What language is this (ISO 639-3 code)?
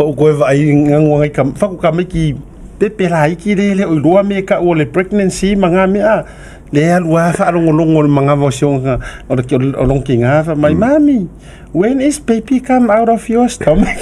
smo